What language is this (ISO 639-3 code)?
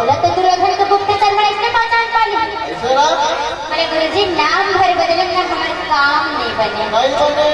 hne